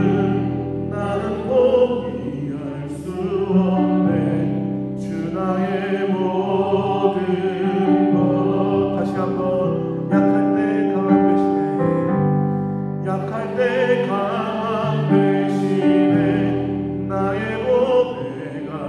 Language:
Korean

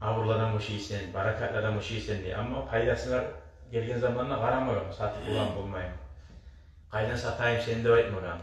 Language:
Kumyk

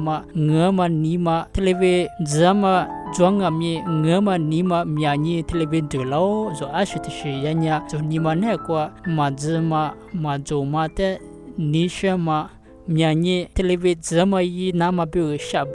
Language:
Lisu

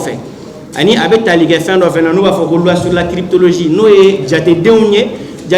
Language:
Bambara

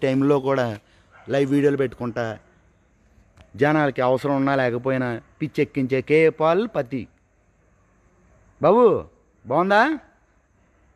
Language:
Telugu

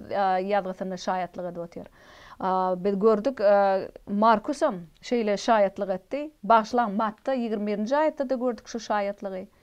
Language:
Turkmen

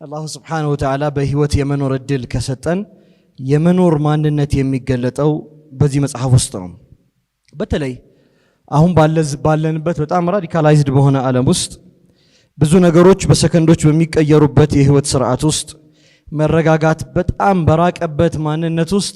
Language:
Amharic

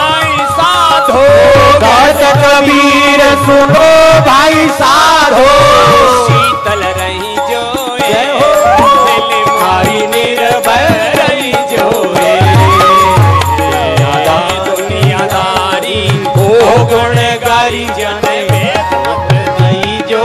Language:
Hindi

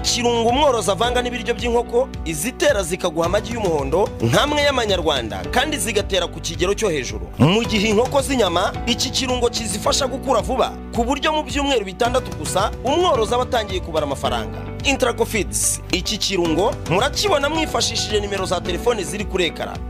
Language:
Kinyarwanda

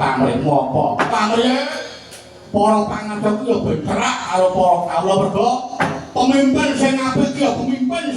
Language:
Javanese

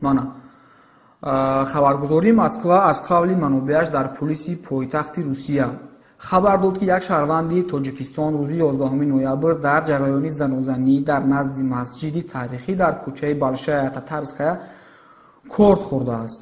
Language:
Tajik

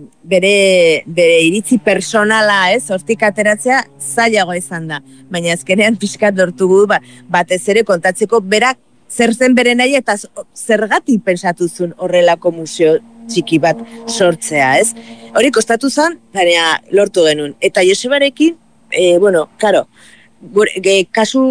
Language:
Basque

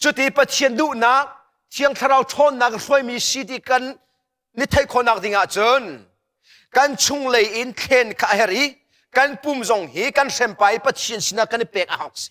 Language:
Hakha Chin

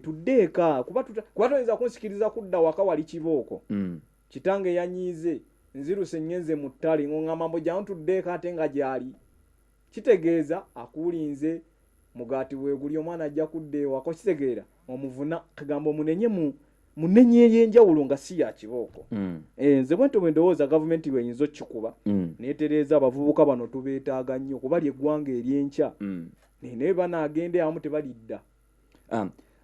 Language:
Ganda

